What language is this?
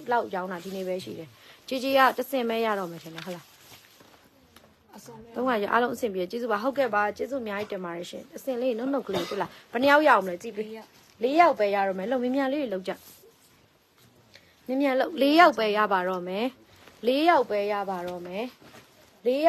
Burmese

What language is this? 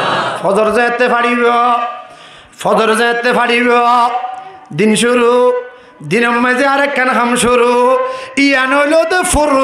Rohingya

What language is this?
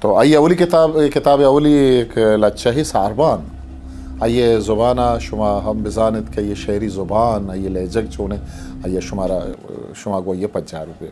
Eastern Balochi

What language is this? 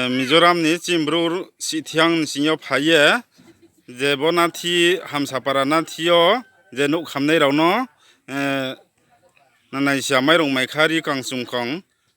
Riang (India)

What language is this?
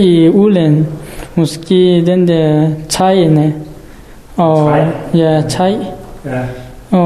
Danish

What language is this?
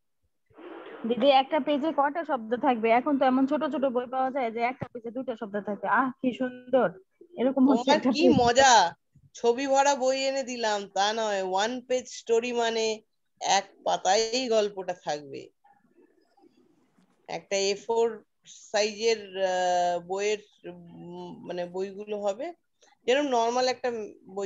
Bangla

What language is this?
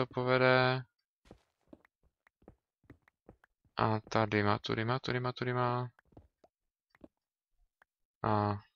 Czech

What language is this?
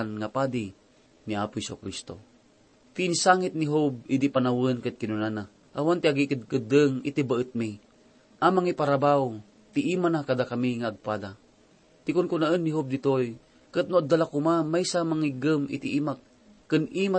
Iloko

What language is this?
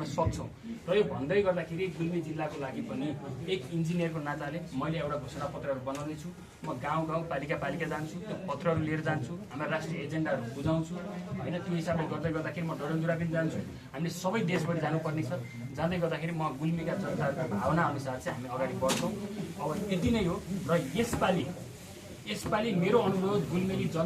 Nepali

